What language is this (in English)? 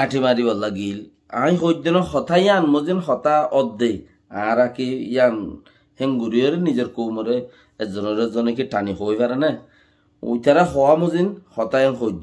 Rohingya